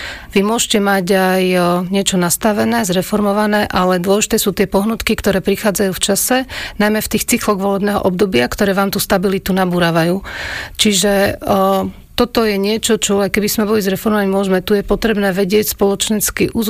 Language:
Slovak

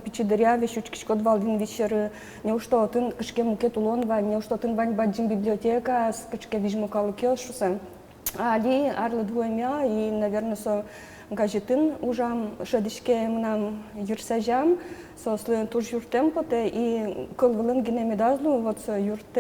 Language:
Udmurt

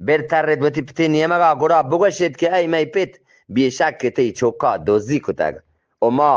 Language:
Eastern Balochi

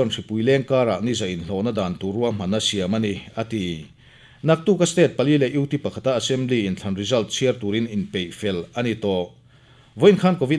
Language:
Mizo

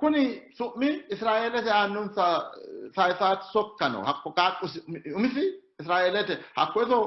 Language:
Sidamo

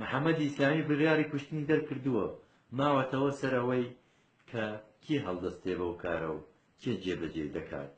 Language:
Central Kurdish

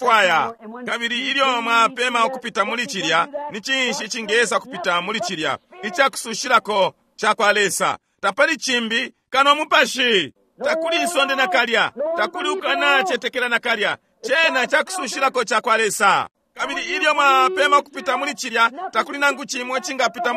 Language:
Bemba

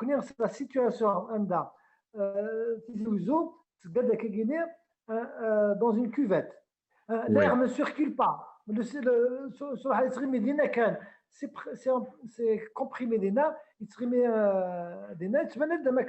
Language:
Kabyle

